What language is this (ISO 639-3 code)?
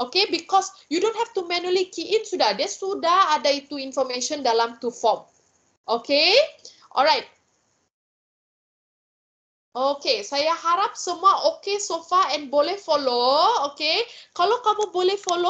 msa